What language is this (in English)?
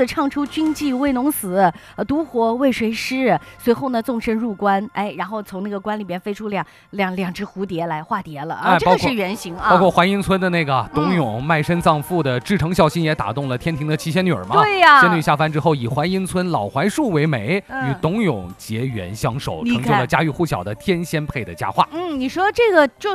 Chinese